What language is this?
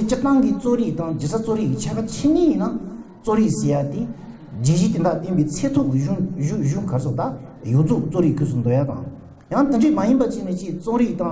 Tibetan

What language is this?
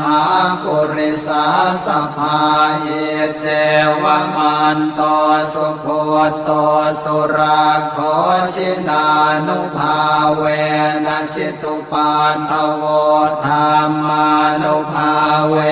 Pali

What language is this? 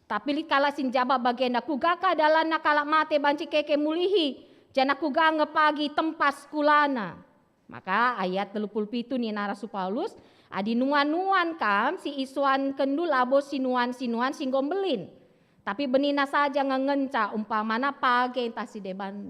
Batak Karo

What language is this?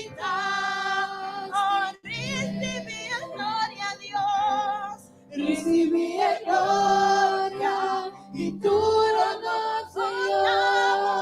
Papiamento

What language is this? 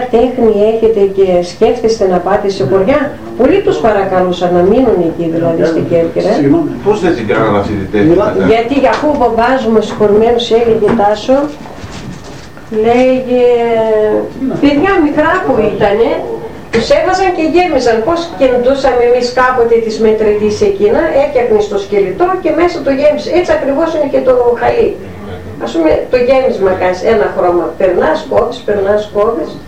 Greek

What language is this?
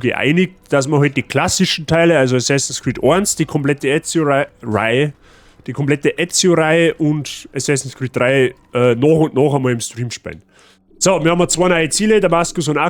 Bavarian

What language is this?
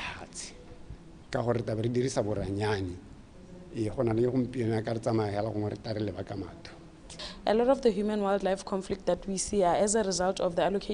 Tswana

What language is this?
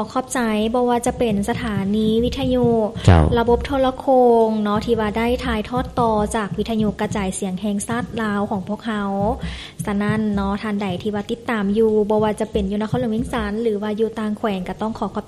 Lao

